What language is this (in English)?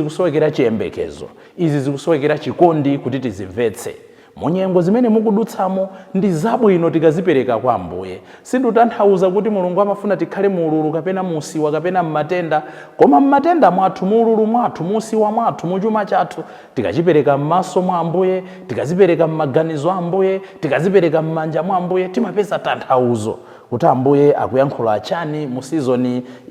Nyanja